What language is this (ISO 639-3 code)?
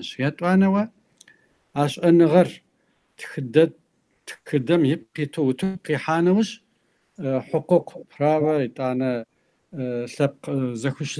kbd